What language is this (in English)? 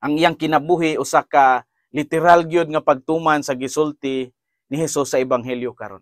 Cebuano